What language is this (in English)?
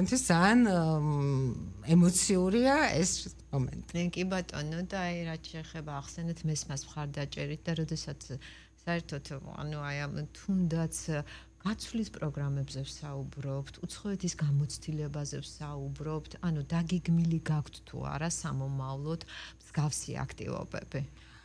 Georgian